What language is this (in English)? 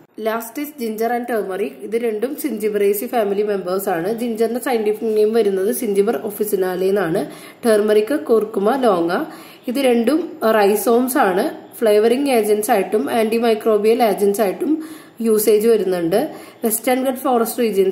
Malayalam